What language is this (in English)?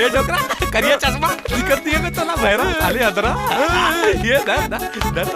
Chhattisgarhi